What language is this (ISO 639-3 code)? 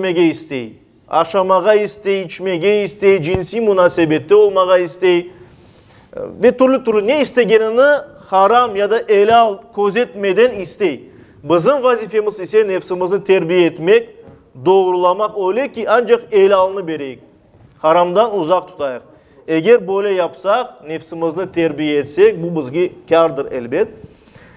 crh